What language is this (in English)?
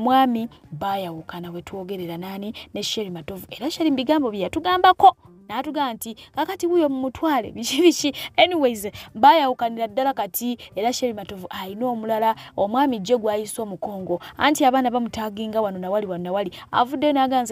Ganda